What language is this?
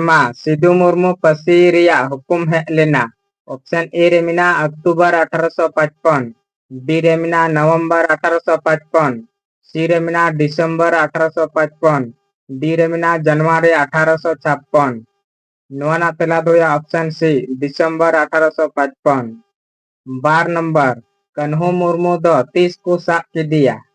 Santali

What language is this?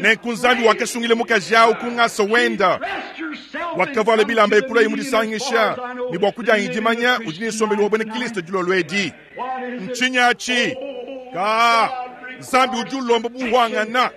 Luba-Lulua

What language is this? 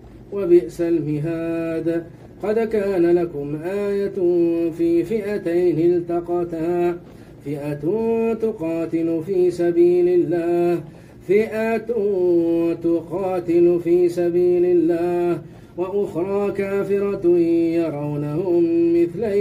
Arabic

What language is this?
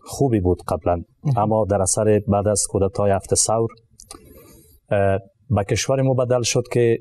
Persian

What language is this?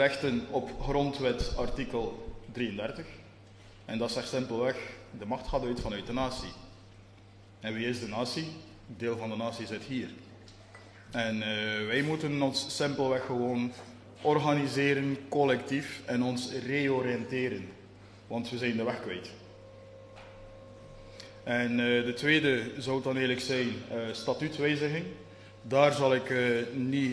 Dutch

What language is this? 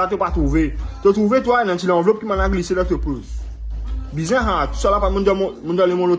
Morisyen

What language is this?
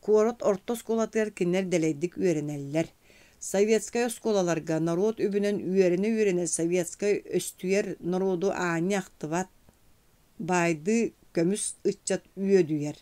Yakut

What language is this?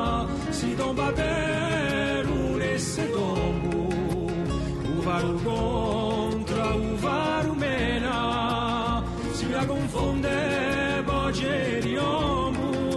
Basque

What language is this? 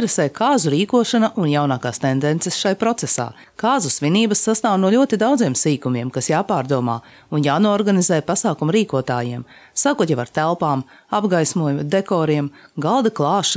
Latvian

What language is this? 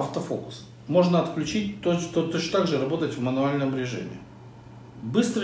Russian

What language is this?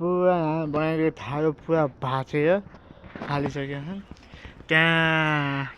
Nepali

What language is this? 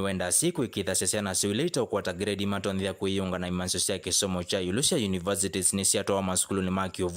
Kamba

